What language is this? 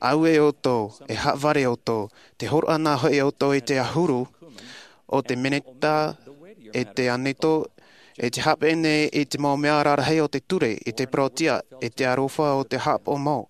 Tahitian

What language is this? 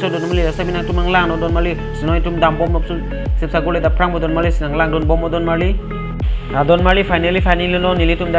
Karbi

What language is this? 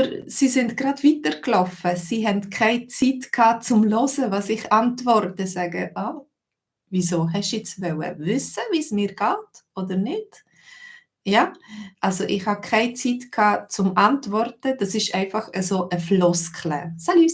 Swiss German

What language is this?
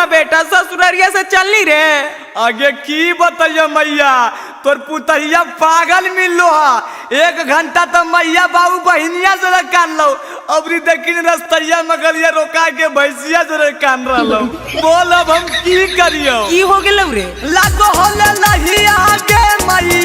Magahi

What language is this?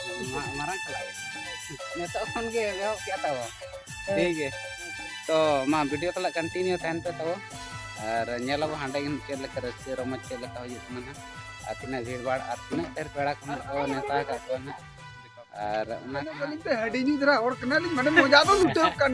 Santali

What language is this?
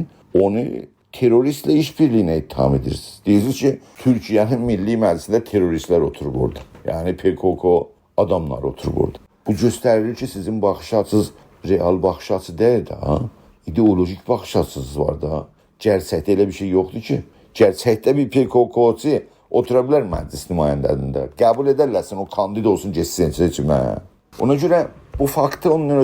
South Azerbaijani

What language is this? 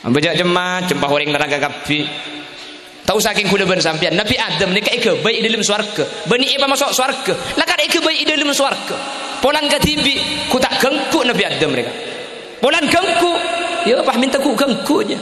Madurese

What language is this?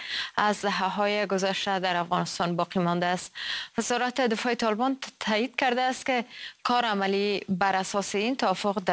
Persian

